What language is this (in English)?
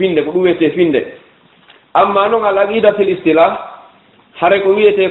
Fula